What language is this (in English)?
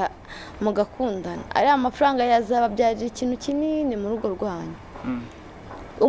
Kinyarwanda